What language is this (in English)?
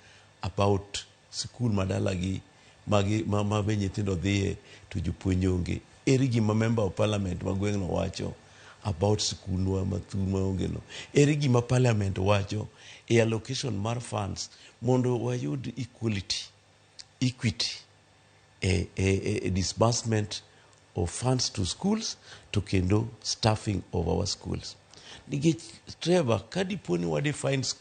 Luo (Kenya and Tanzania)